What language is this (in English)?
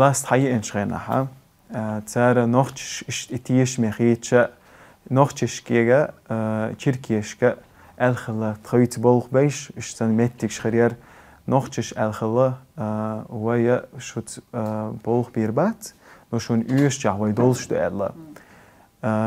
Chechen